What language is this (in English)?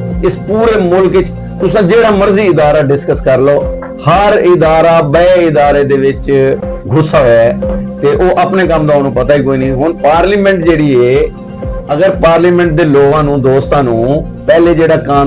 Saraiki